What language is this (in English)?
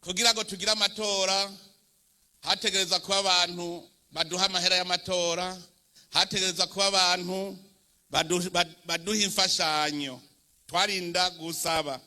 Rundi